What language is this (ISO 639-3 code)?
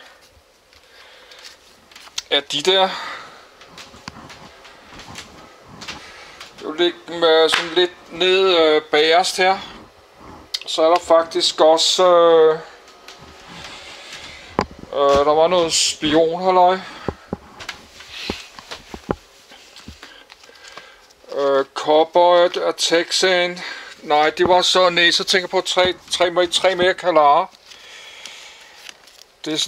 dan